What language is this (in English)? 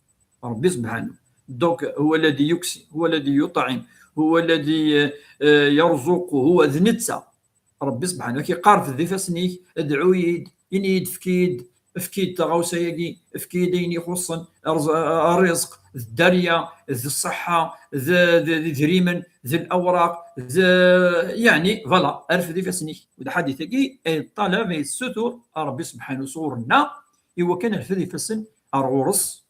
Kabyle